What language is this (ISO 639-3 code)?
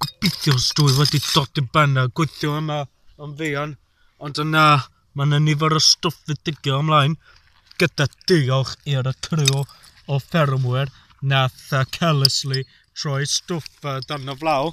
cym